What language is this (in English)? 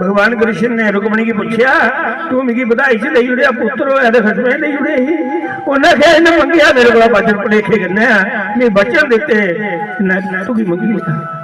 Dogri